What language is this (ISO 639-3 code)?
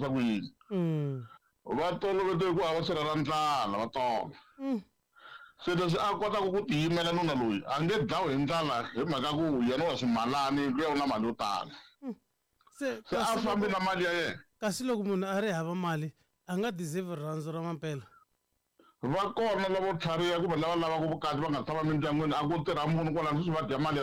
tso